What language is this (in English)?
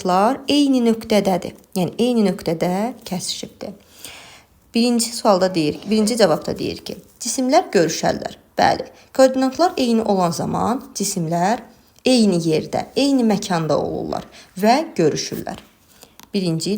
Azerbaijani